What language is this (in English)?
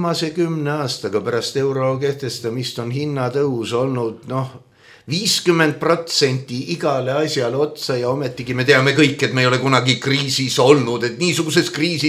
Estonian